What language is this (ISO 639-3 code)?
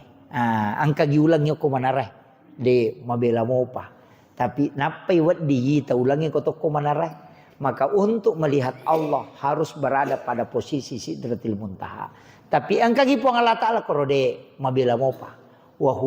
bug